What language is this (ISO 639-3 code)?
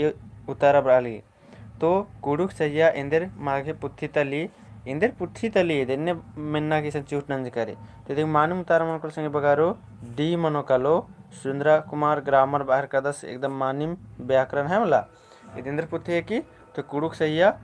kru